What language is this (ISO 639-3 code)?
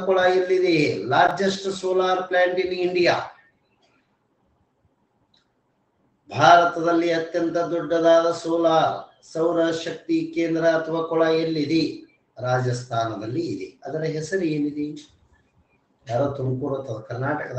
kan